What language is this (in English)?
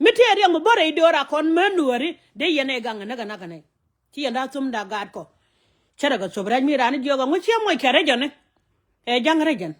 Nuer